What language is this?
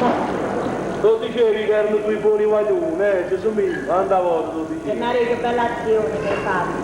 Neapolitan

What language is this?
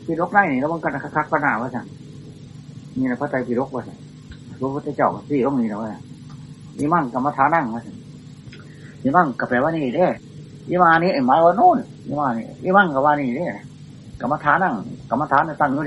Thai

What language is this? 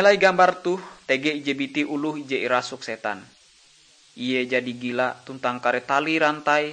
Ngaju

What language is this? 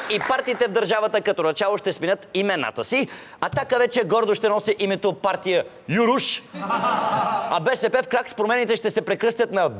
Bulgarian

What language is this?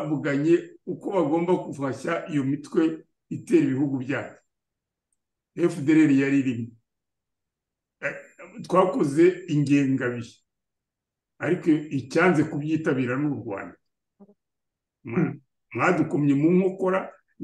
Kinyarwanda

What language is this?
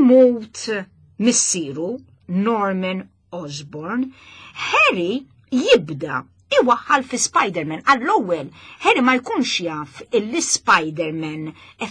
Maltese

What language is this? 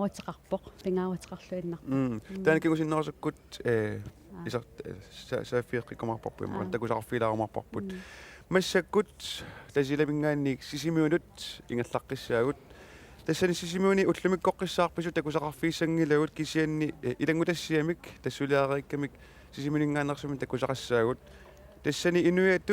Kalaallisut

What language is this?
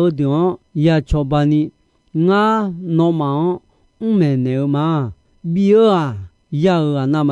Akha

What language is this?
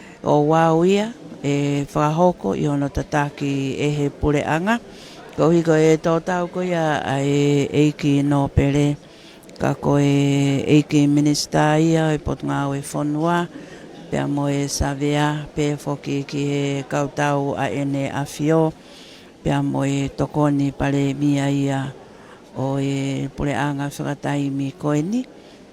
Tongan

